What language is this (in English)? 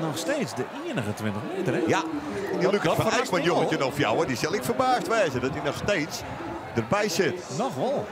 Western Frisian